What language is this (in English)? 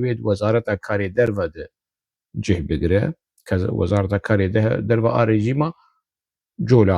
Kurdish